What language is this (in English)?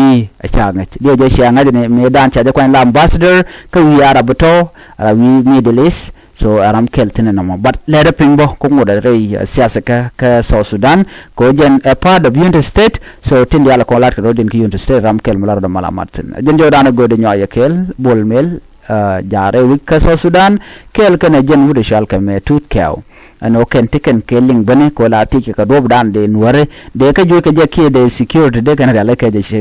Nuer